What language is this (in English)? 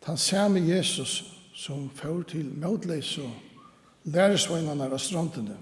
Faroese